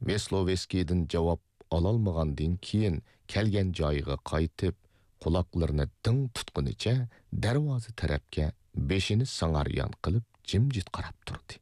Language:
Uyghur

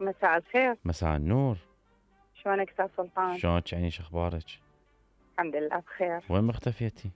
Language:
Mesopotamian Arabic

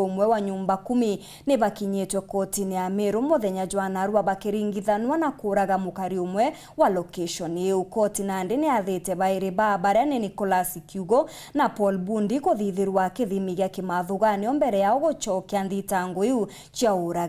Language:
Meru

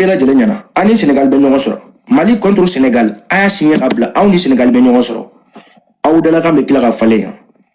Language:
Bambara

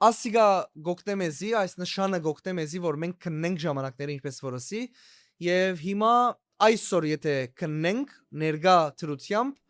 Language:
Western Armenian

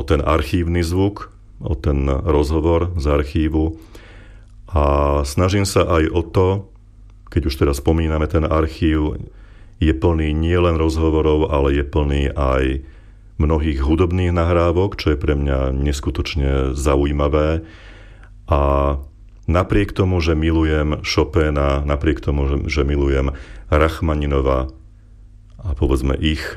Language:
Slovak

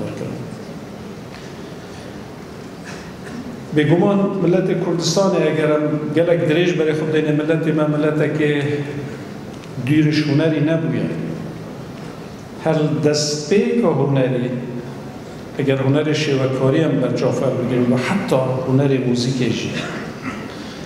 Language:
Kurdish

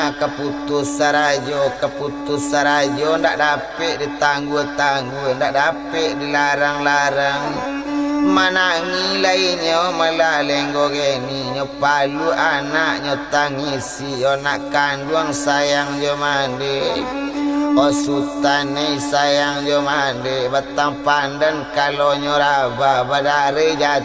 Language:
Minangkabau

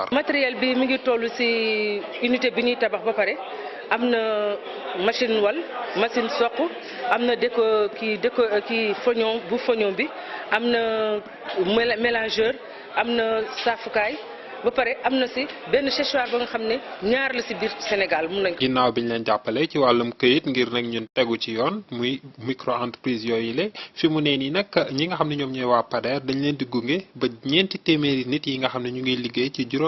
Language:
Wolof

